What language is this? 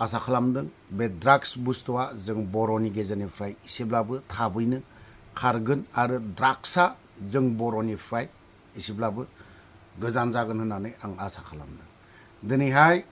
Bodo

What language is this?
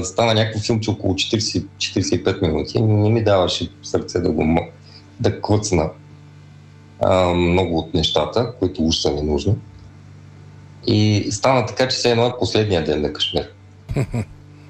Bulgarian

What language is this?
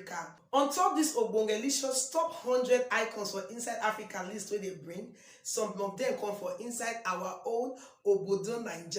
Nigerian Pidgin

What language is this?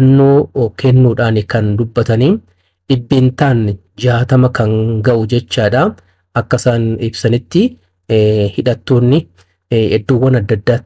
Oromo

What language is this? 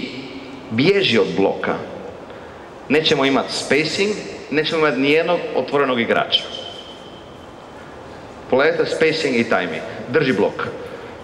Croatian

